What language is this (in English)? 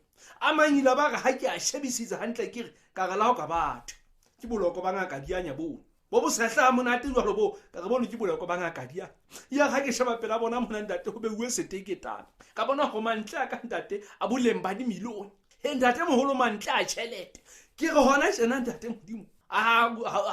Southern Sotho